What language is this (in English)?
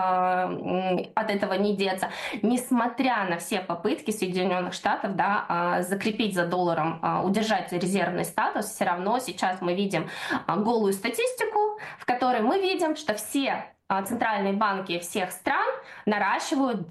Russian